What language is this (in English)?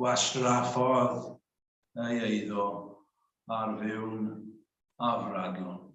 Welsh